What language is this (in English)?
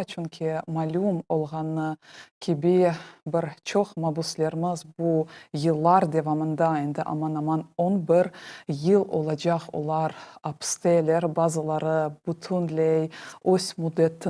Crimean Tatar